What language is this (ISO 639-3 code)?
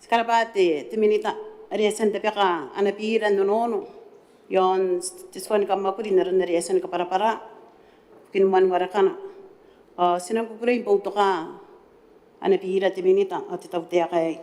gil